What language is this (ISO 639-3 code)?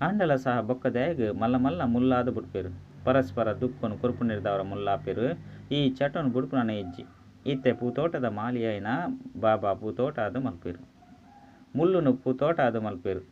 tcy